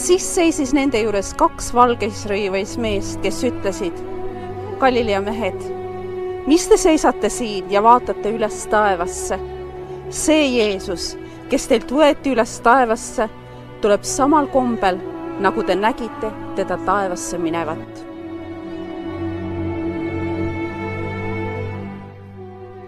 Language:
Estonian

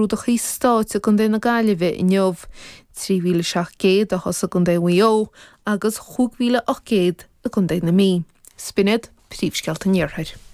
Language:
Irish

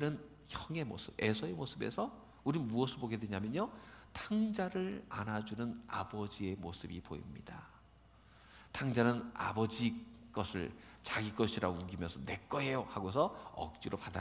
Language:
Korean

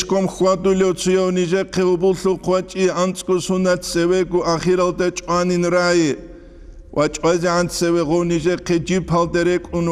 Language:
Avaric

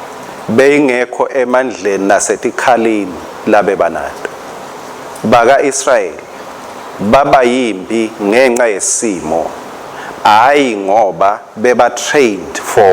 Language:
Swati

